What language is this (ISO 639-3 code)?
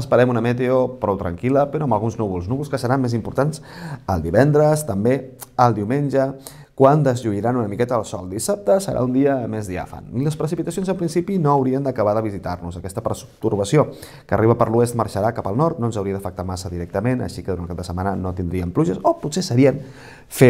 cat